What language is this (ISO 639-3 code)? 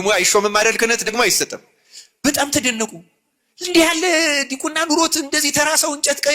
amh